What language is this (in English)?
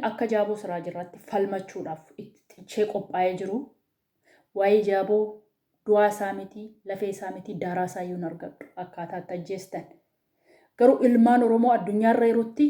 Oromo